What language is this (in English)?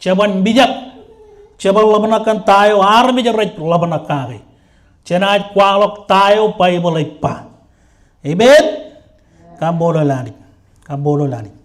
Marshallese